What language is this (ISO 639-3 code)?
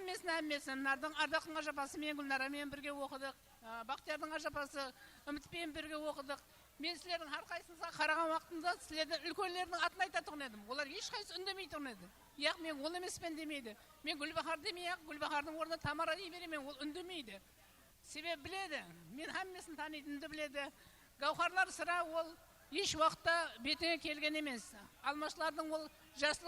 kaa